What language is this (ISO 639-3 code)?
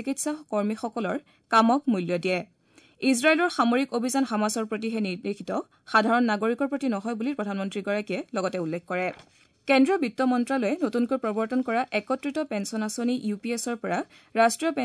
asm